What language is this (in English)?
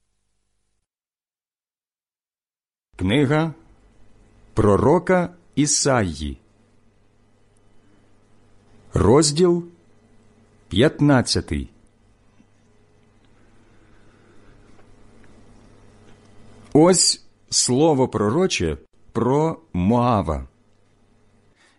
Ukrainian